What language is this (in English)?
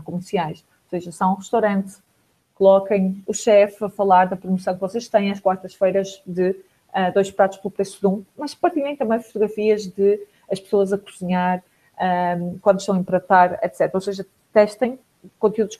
Portuguese